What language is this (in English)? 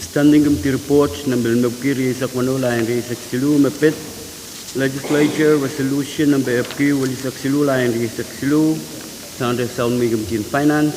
Pohnpeian